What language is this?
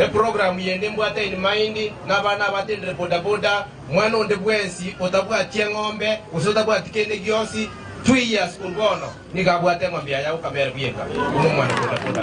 Gusii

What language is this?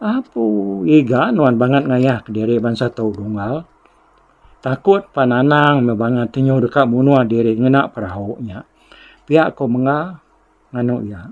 Iban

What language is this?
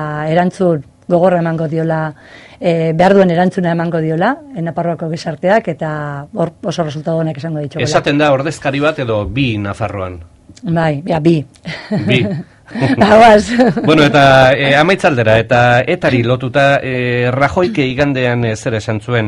Basque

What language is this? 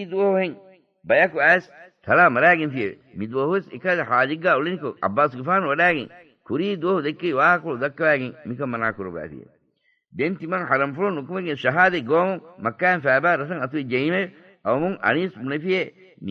Divehi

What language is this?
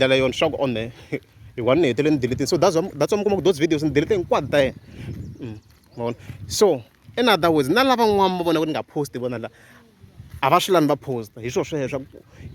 Tsonga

